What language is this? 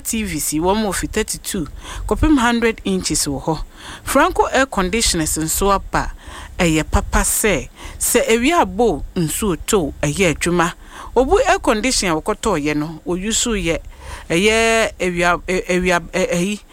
Akan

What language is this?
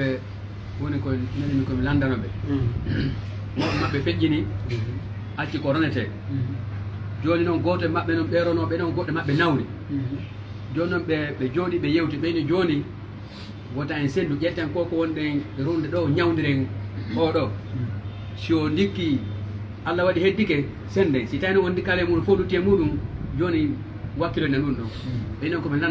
Pular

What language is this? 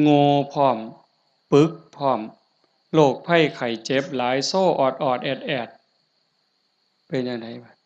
Northeastern Thai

